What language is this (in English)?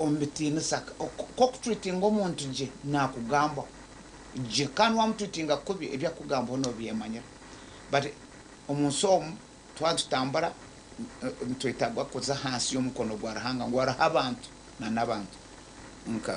Nyankole